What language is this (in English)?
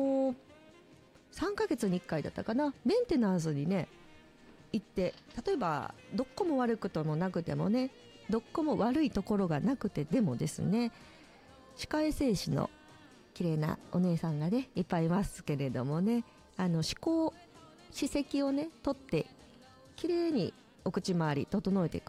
Japanese